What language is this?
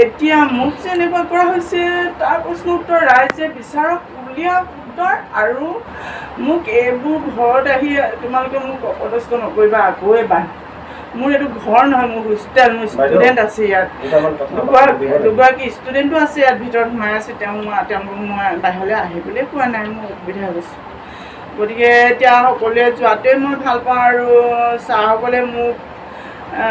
Assamese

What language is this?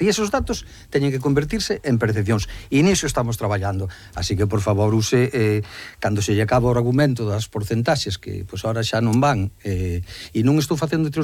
Galician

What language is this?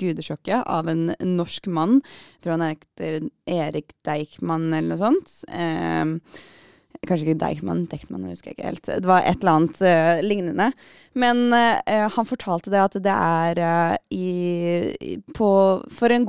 Norwegian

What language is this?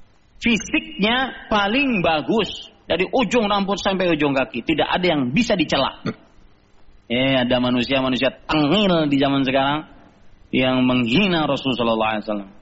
Indonesian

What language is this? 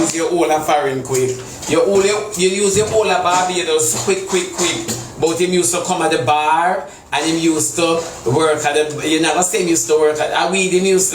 Jamaican Creole English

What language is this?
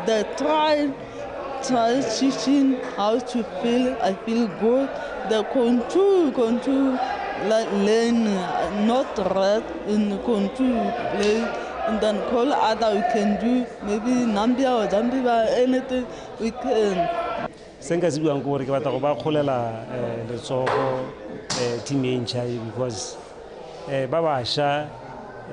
Tswana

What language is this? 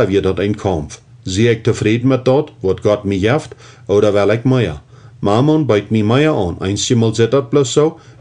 Plautdietsch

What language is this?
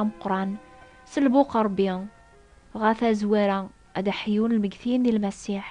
Kabyle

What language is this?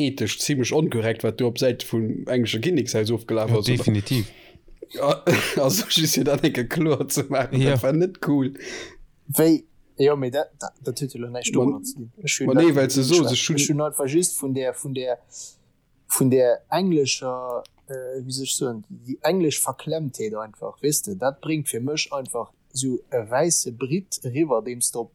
Luxembourgish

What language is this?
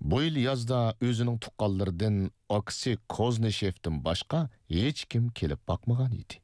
Uyghur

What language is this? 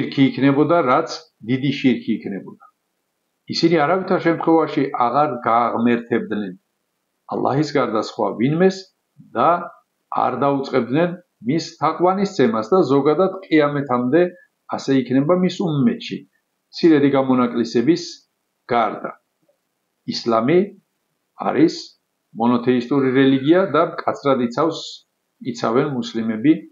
Georgian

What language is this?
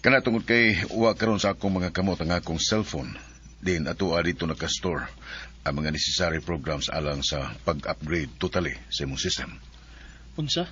Cebuano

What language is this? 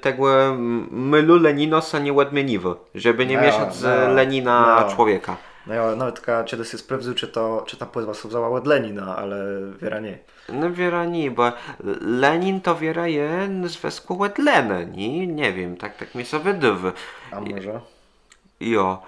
Kashubian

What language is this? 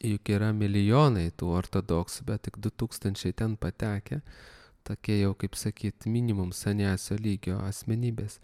Lithuanian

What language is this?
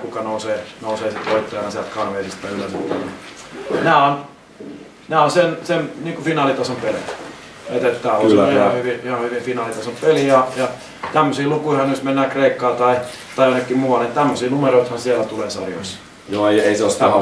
Finnish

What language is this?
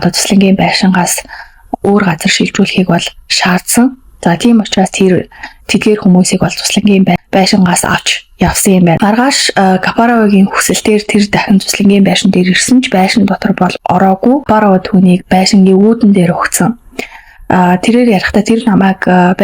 Mongolian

